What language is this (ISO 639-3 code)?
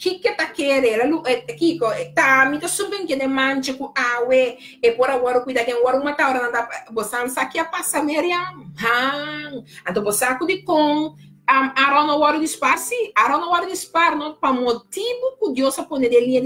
pap